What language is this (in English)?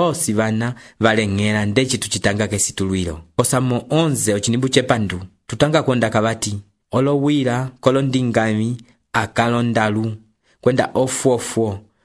Umbundu